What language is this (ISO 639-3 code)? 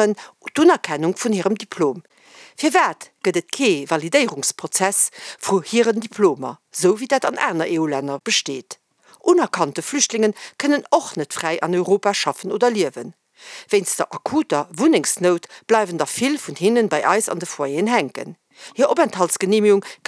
ltz